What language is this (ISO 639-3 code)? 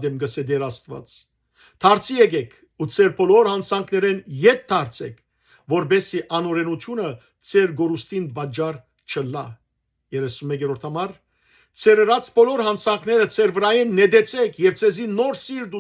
hyw